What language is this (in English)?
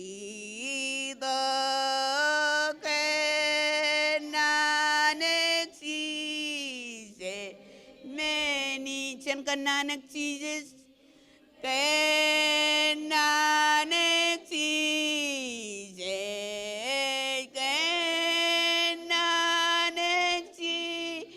Marshallese